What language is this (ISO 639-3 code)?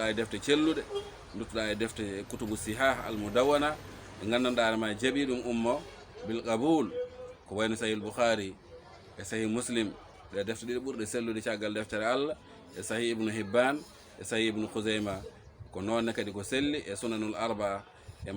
ful